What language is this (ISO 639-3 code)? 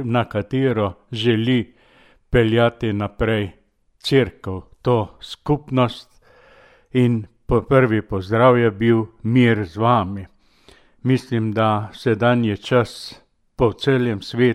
slv